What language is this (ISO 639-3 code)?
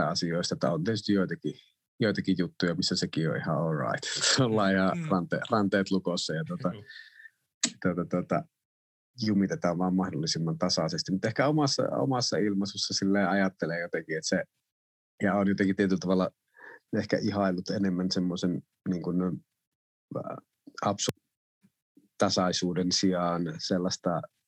fin